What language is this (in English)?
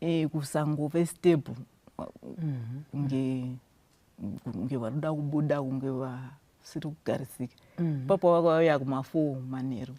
Shona